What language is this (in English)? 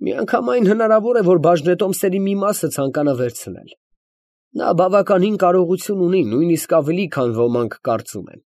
Armenian